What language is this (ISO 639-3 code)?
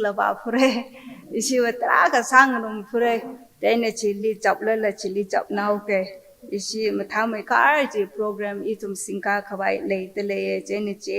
nmf